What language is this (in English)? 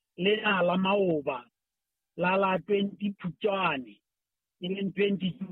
Southern Sotho